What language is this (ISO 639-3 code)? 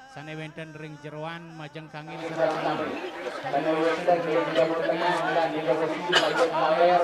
ban